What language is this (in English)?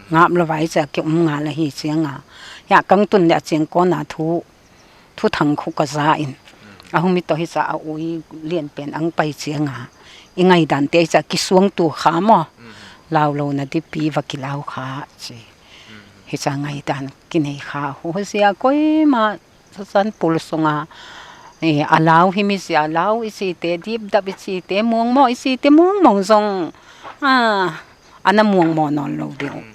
Paite Chin